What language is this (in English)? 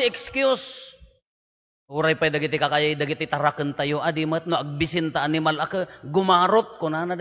Iloko